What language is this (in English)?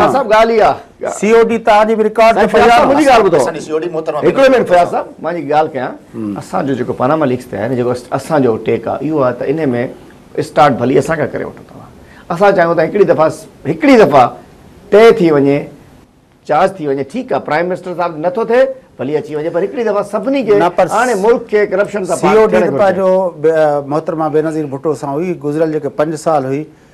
Sindhi